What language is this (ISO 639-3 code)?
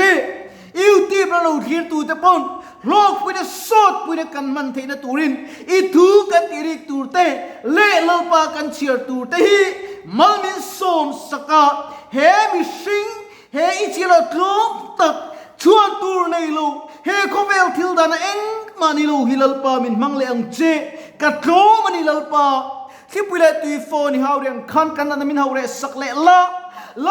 lus